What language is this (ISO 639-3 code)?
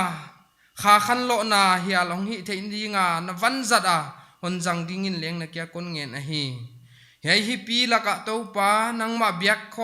pck